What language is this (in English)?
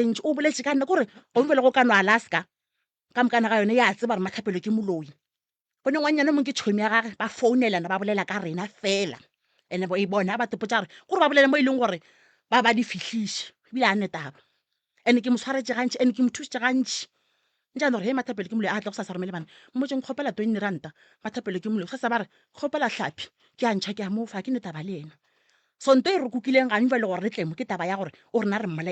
Northern Sotho